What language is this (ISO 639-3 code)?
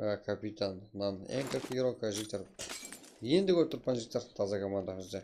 kaa